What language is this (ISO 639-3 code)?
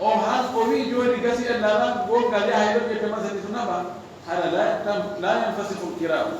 ful